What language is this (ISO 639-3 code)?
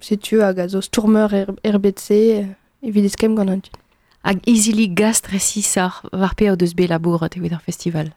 bre